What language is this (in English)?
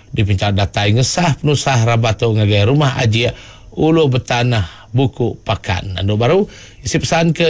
Iban